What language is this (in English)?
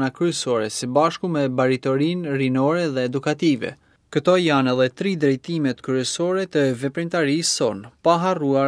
Albanian